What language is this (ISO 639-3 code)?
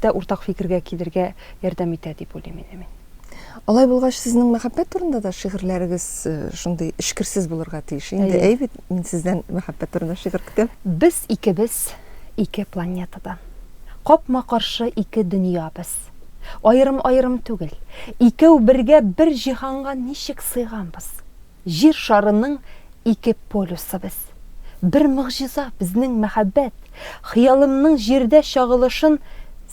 tat